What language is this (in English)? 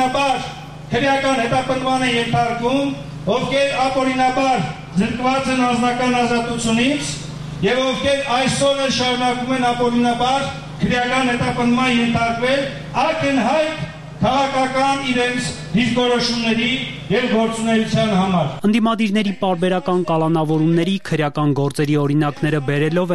Armenian